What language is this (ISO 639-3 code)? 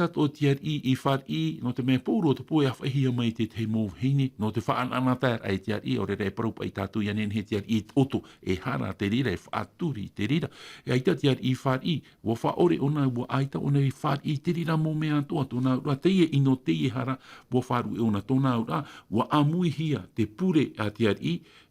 tah